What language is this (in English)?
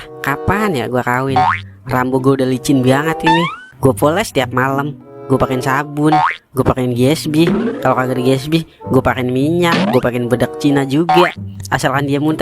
Betawi